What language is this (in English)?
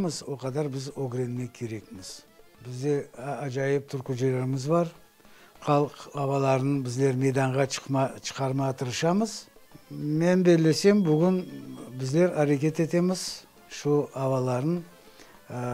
Crimean Tatar